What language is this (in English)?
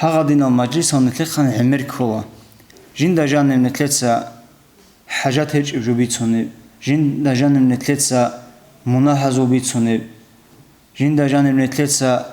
Avaric